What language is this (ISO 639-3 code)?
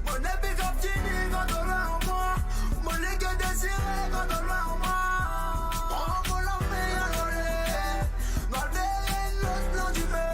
mfe